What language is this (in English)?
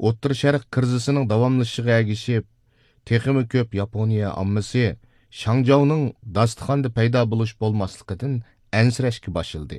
Uyghur